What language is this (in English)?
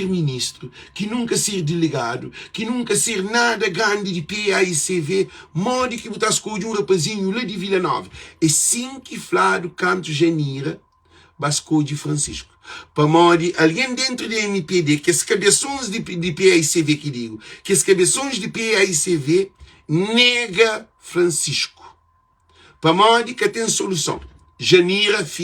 Kabuverdianu